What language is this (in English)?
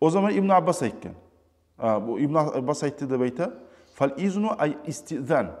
Kumyk